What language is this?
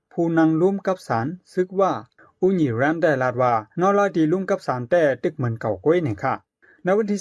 Shan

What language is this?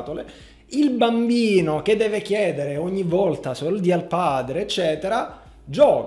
Italian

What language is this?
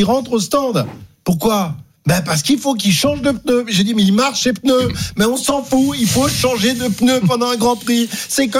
French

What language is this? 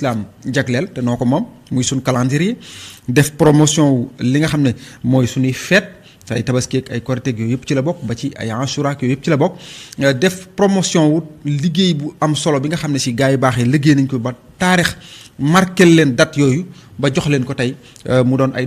Wolof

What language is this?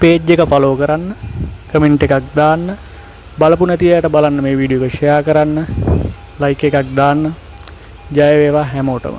Sinhala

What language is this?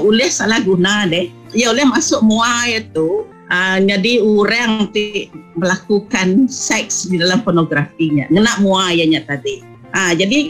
Iban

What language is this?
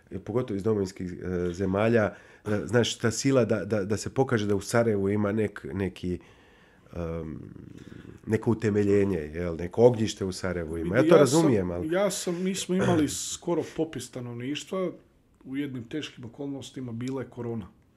Bosnian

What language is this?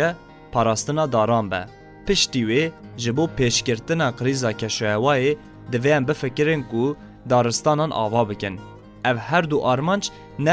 Kurdish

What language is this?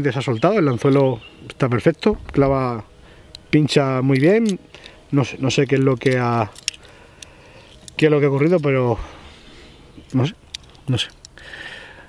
Spanish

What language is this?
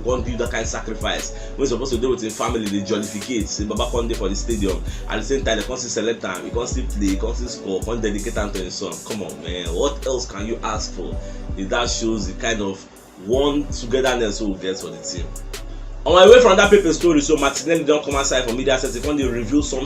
Nigerian Pidgin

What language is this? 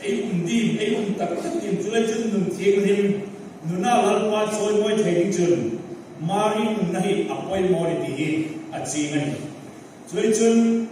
Hmar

